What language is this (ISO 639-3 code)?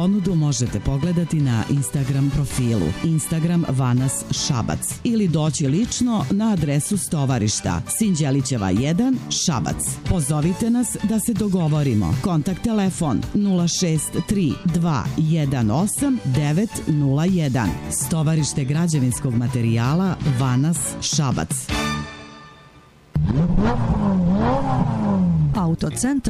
srp